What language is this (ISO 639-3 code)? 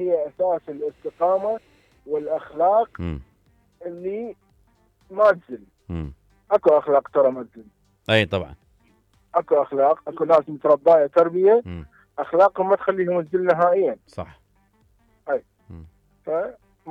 acm